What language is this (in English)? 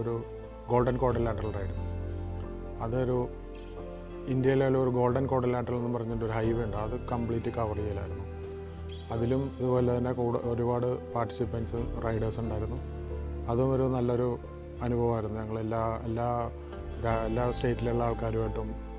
Malayalam